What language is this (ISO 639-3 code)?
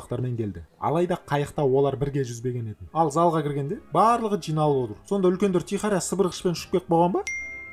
kaz